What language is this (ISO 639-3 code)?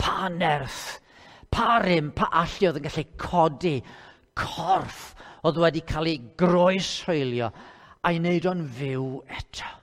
cym